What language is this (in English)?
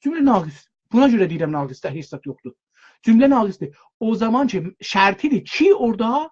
South Azerbaijani